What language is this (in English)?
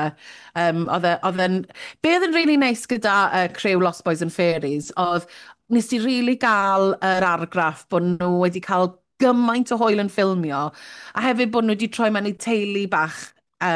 Welsh